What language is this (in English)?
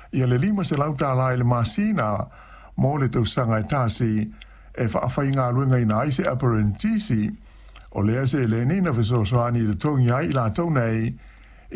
Samoan